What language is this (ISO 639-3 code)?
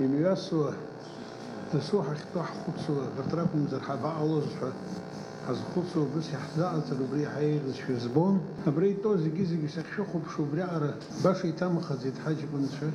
abk